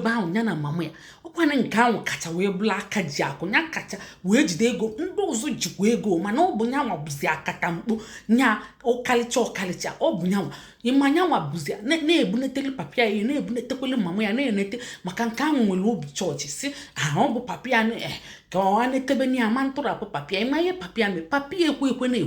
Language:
Igbo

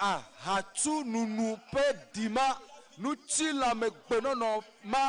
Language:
Ewe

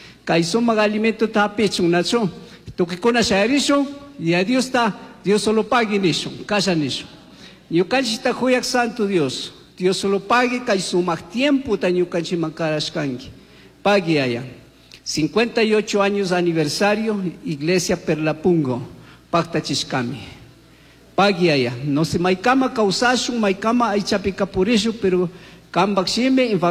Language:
Chimborazo Highland Quichua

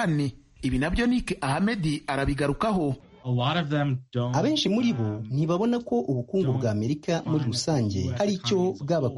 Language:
Kinyarwanda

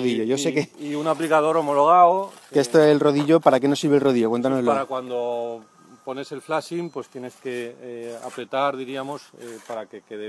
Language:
Spanish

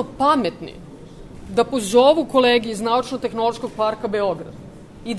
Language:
Serbian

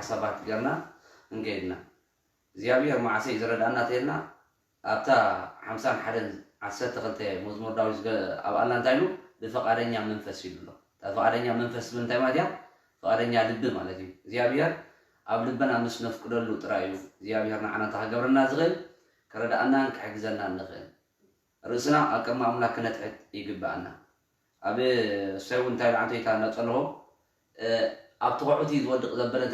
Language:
Tigrinya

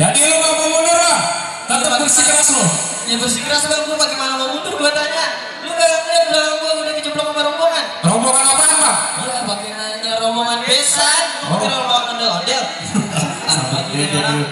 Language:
Betawi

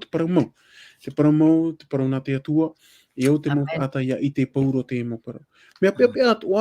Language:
Tahitian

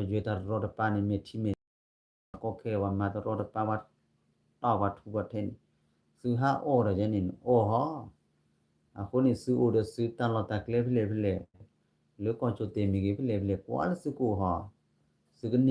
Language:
S'gaw Karen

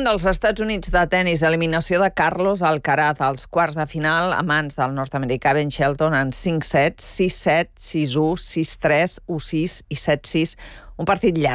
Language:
Catalan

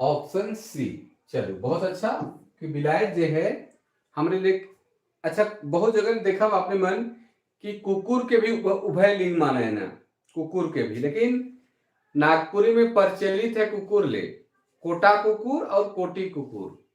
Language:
Sadri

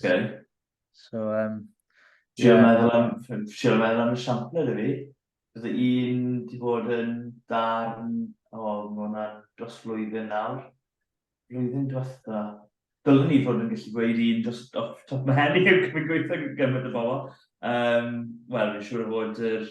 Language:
Welsh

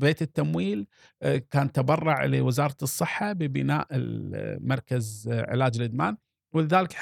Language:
Gulf Arabic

